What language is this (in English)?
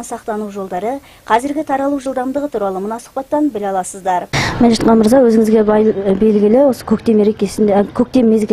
Kazakh